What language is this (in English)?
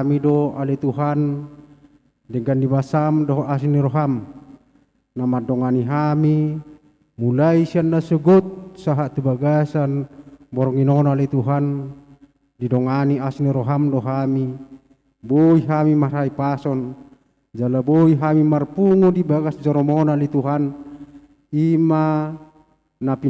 Batak Toba